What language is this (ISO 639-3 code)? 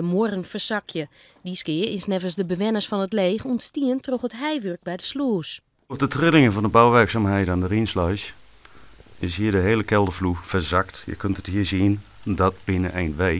fry